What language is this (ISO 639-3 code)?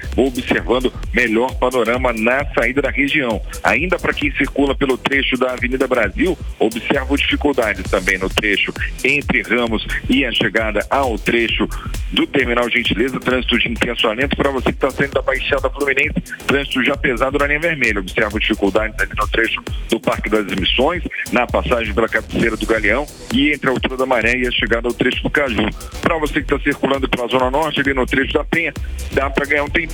por